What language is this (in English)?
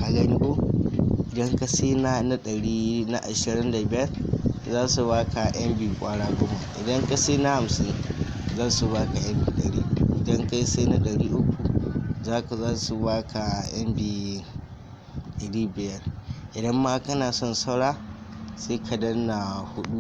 Hausa